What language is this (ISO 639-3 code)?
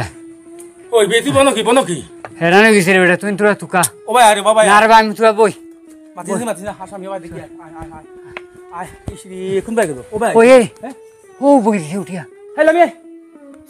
syl